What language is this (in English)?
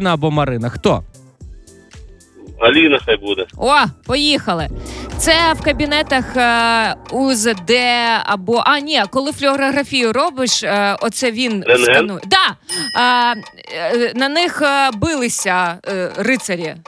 Ukrainian